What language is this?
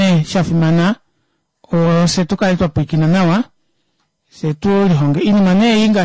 Kuanyama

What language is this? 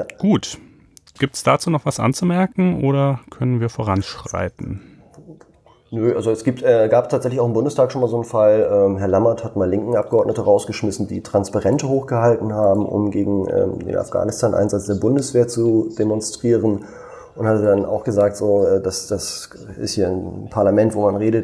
German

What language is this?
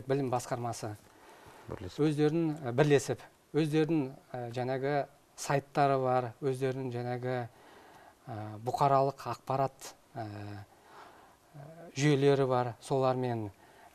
Kazakh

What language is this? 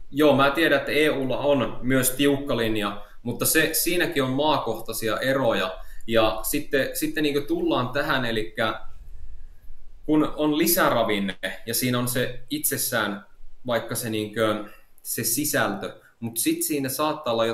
Finnish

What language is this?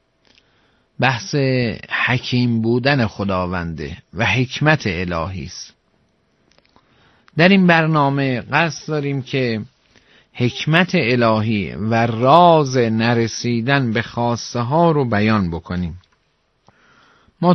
Persian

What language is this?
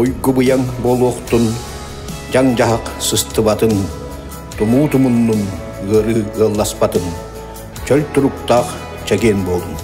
Yakut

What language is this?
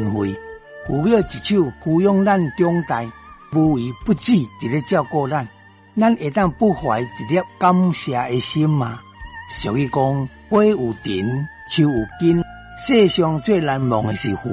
Min Nan Chinese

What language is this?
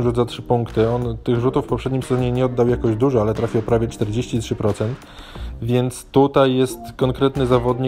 Polish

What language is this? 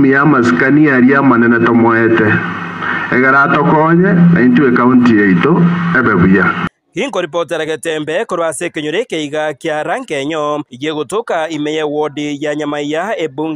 Gusii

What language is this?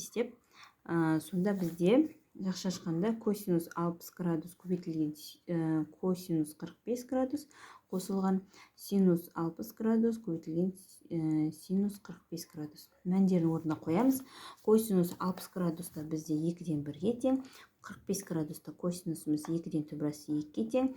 Kazakh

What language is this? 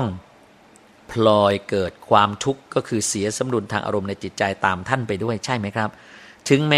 Thai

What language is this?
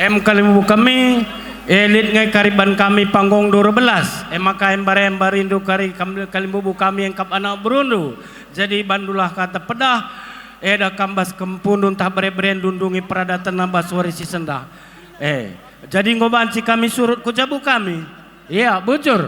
Batak Karo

